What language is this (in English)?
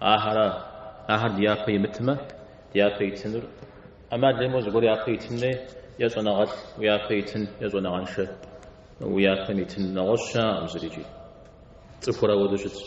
Kabardian